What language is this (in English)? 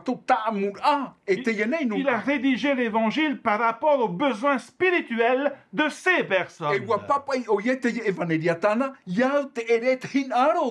Tahitian